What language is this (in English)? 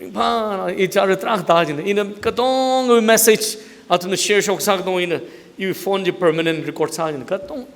Tangkhul Naga (India)